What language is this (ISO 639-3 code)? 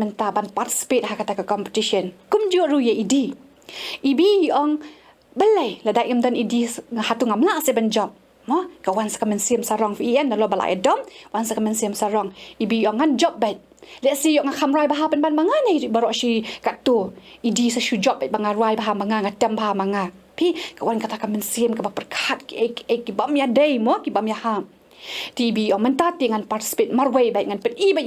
kha